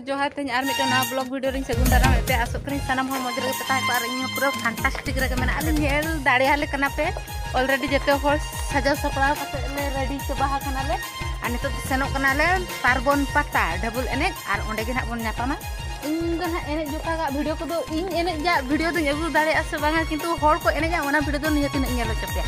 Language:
Santali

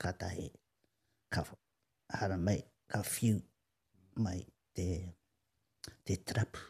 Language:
Māori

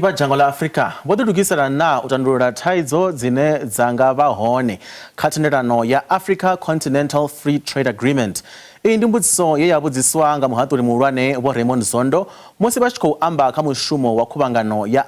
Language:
Venda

